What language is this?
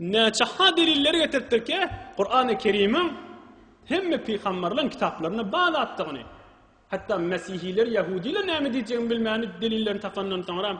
Turkmen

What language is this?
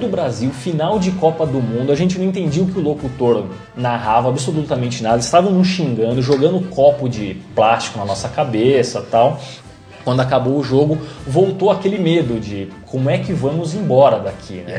Portuguese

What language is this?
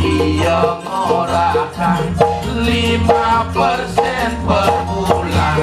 Balinese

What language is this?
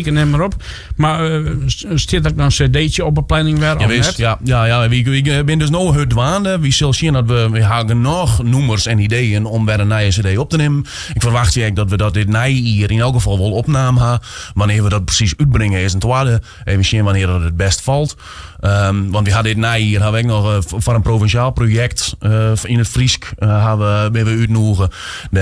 Western Frisian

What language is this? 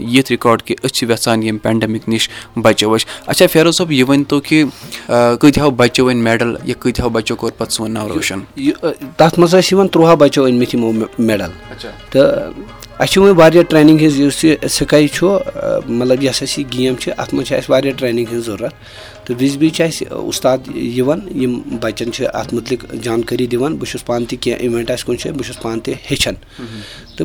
Kashmiri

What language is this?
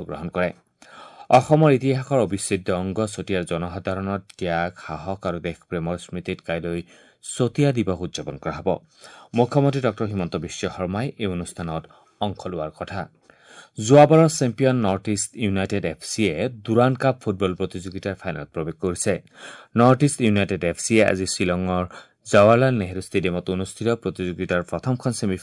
Assamese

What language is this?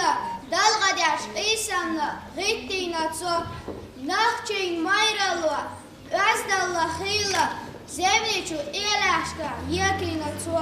Chechen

